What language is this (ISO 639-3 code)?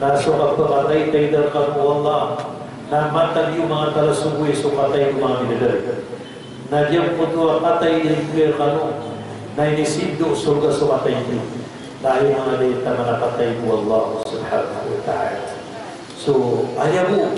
mrw